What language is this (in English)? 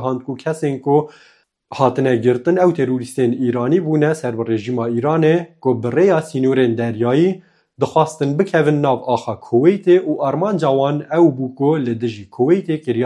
Kurdish